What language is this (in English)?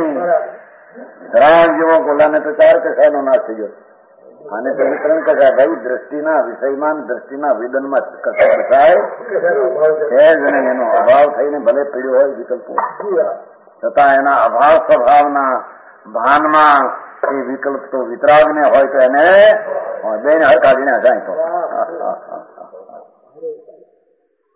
Gujarati